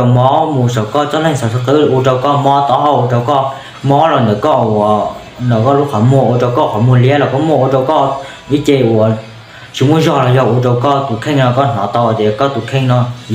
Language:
Hmong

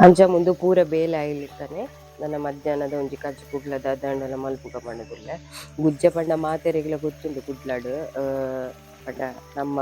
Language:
Tulu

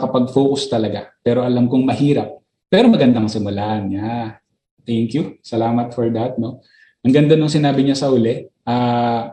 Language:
Filipino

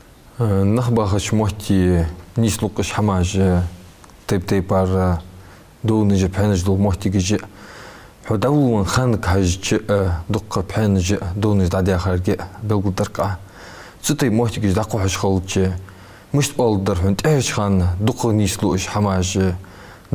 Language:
Ingush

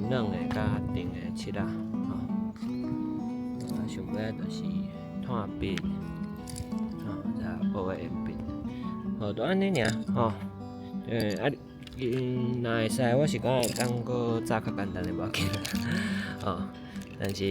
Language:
Min Nan Chinese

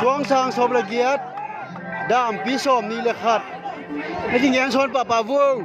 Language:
Tedim Chin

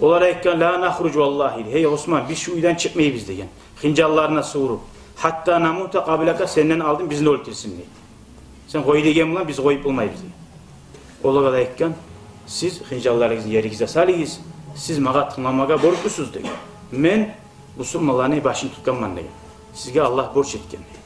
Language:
Kumyk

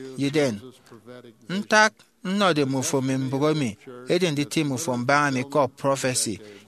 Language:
Efik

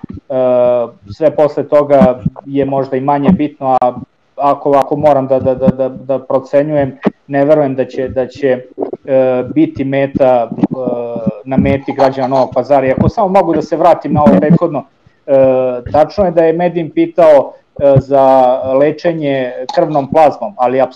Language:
Serbian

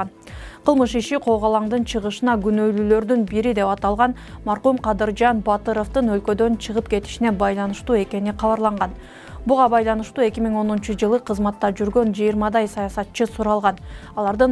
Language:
Kyrgyz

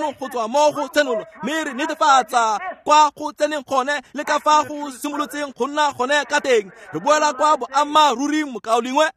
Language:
Tswana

